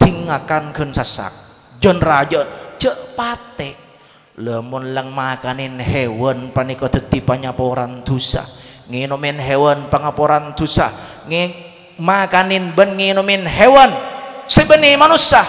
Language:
Madurese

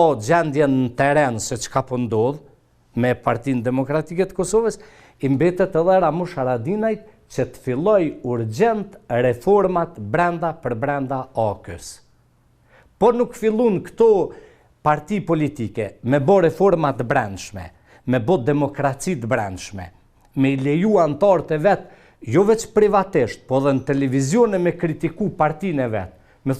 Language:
Albanian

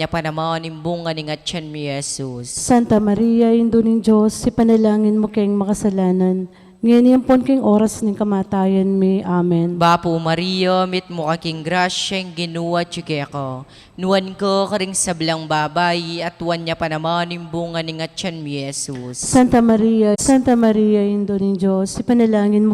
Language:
Pampanga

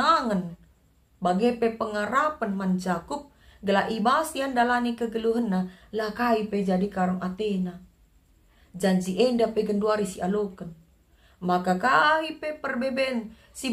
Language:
Batak Karo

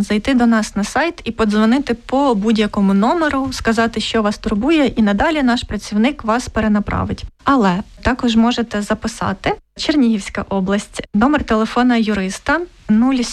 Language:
Ukrainian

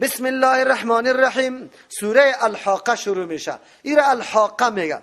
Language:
Persian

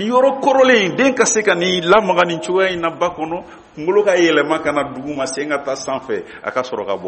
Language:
Bambara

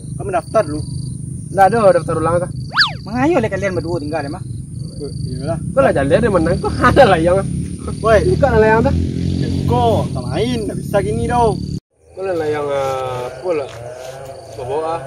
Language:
Minangkabau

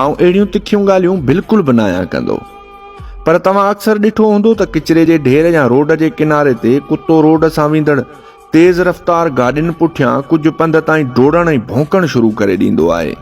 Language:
Sindhi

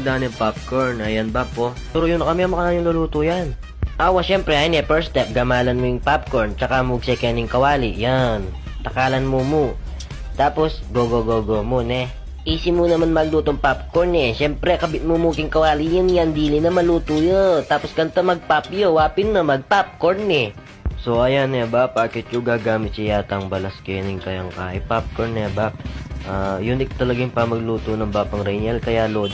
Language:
Pampanga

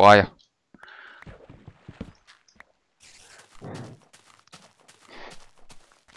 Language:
Finnish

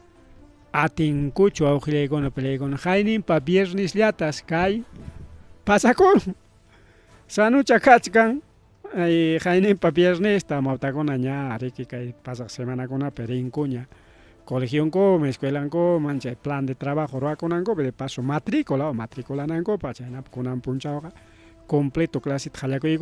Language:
Ayacucho Quechua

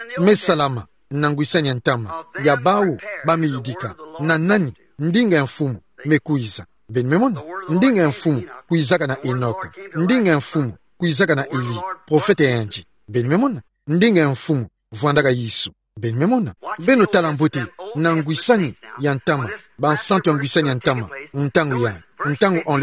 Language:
Kituba (Democratic Republic of Congo)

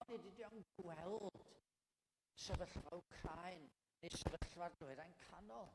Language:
Welsh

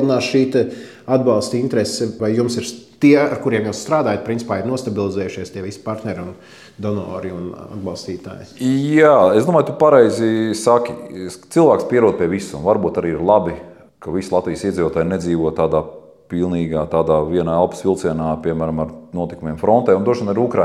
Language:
Latvian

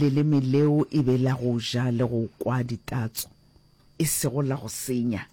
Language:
Northern Sotho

